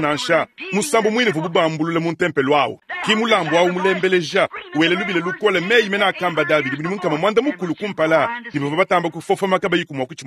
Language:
Luba-Lulua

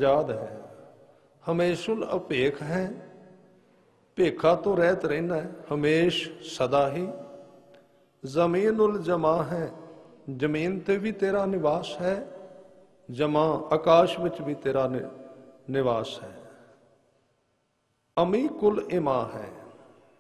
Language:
Punjabi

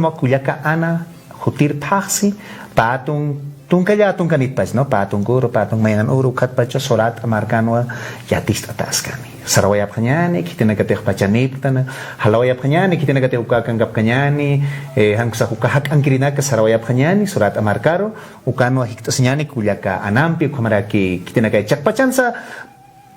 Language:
Aymara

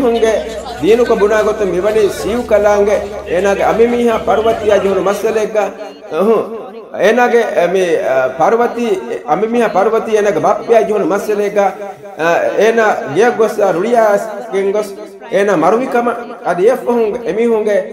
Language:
Divehi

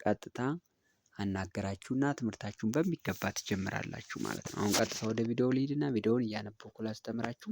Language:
Amharic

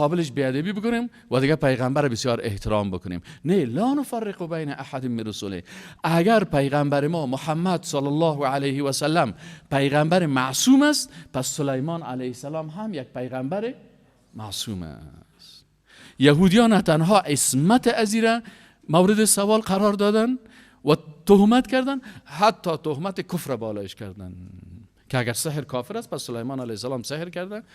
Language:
Persian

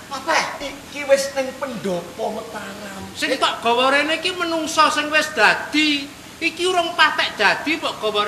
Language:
Javanese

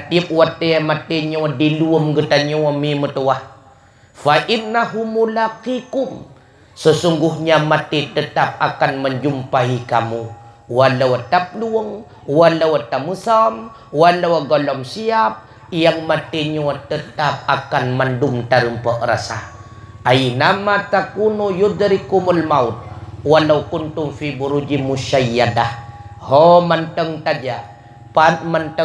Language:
Achinese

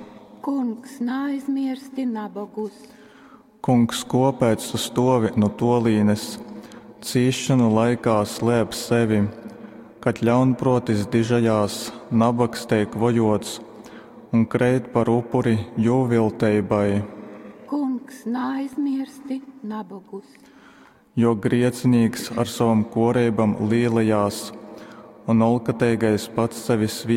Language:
Latgalian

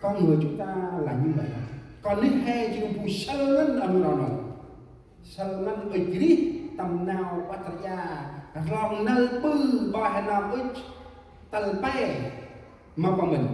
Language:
Central Mnong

